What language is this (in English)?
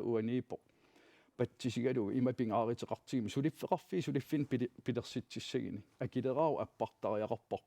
Kalaallisut